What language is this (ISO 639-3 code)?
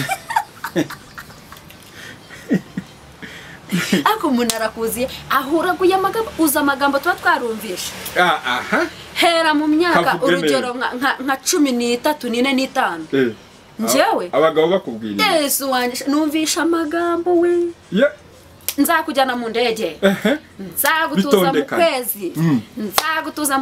kin